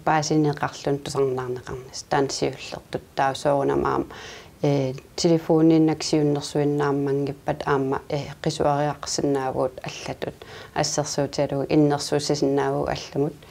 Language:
Kalaallisut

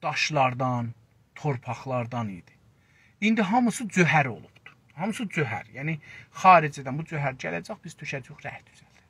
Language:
South Azerbaijani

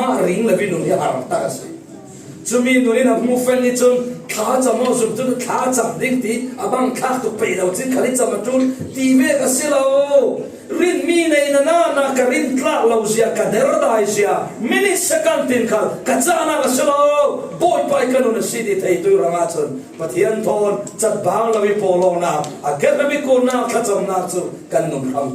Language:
Falam Chin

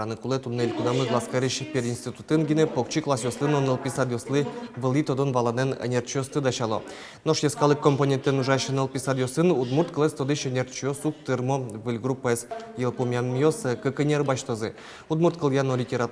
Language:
Udmurt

